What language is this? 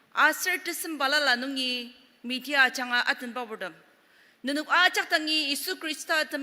Ao Naga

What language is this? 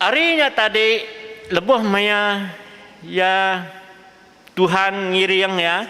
Iban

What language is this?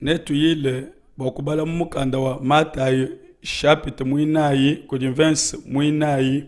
Luba-Lulua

